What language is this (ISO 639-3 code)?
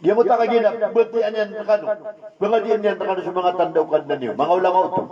mrw